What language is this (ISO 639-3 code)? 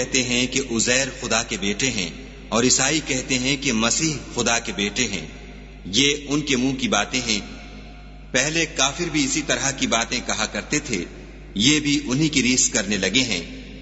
urd